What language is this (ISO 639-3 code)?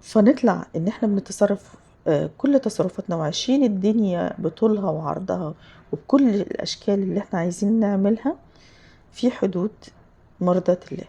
arz